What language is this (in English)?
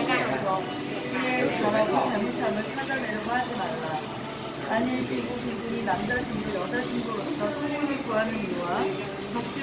Korean